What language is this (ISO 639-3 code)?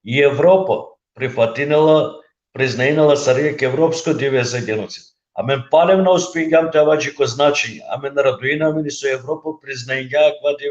rmn